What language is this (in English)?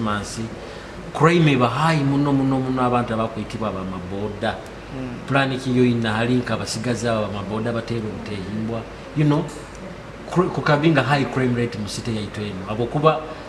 Nyoro